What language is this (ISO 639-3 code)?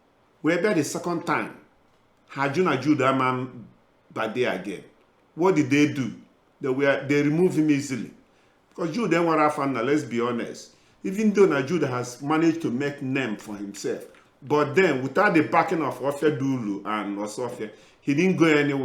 ibo